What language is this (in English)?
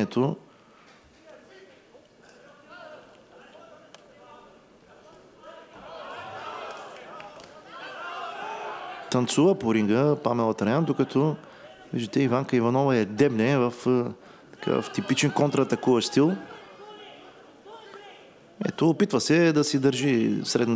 Bulgarian